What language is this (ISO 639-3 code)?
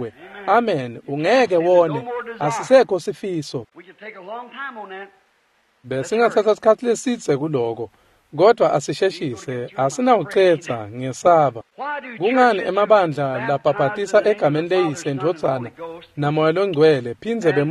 ssw